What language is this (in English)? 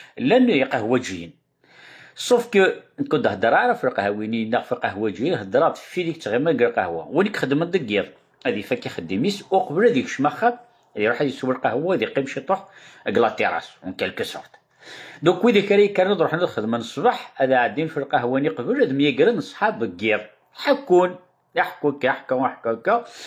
Kabyle